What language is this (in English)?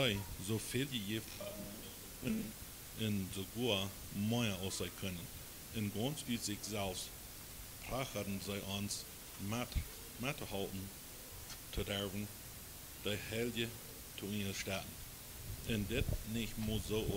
Plautdietsch